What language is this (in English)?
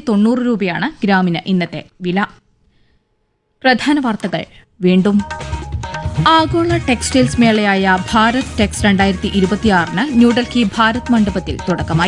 Malayalam